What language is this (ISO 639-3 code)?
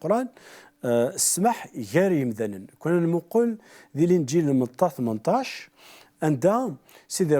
kab